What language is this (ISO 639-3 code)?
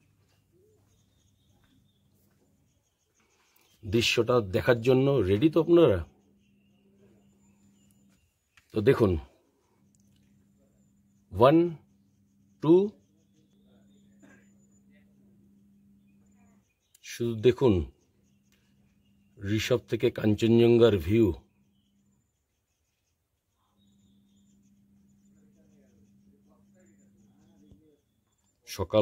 ben